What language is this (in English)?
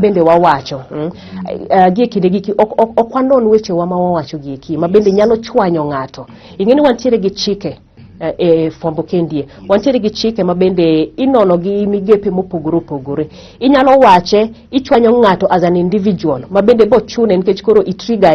Luo (Kenya and Tanzania)